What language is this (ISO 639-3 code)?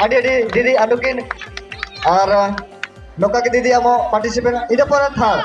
sat